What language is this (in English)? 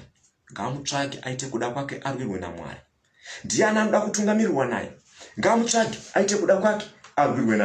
Shona